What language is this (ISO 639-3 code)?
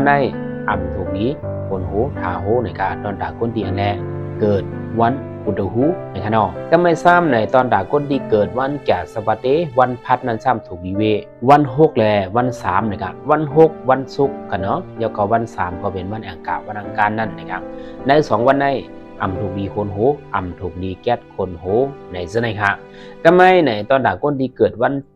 shn